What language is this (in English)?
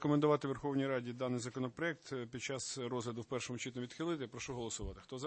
Ukrainian